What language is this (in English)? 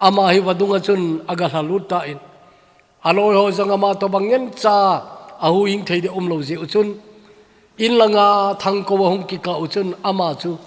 Thado Chin